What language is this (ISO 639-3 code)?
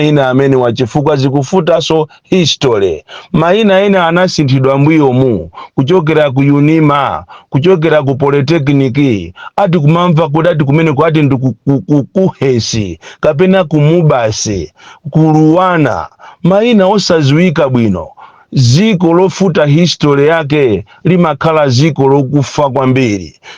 nya